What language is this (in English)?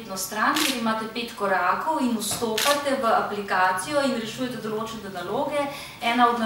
Slovenian